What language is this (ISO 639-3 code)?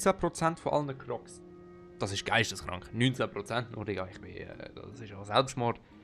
gsw